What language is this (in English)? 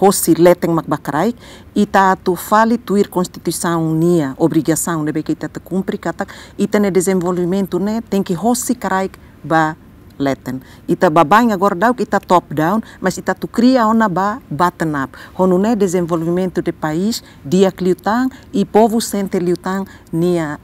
Tetum